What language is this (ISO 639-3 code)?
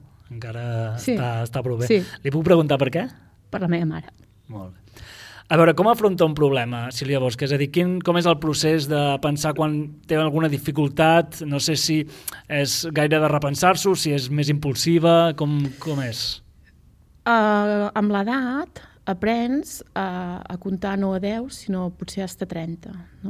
cat